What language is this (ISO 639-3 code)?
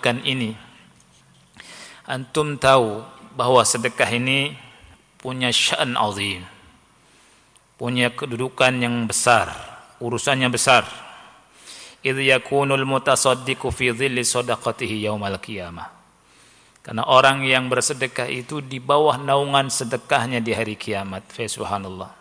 ind